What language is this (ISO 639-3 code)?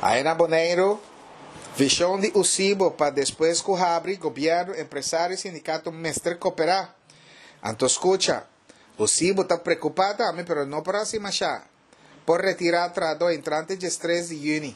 pap